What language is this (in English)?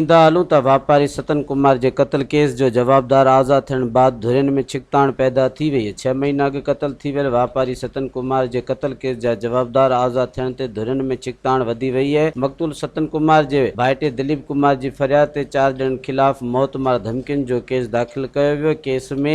Sindhi